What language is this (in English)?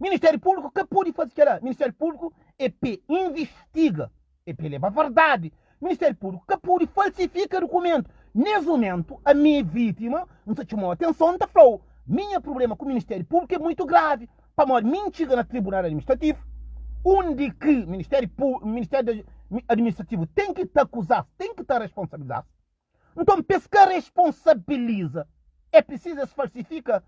Kabuverdianu